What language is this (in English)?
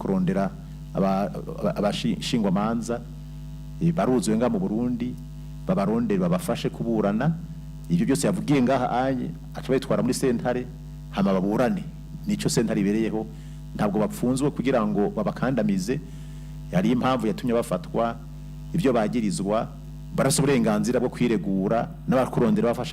Rundi